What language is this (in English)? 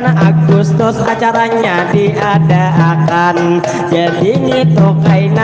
Banjar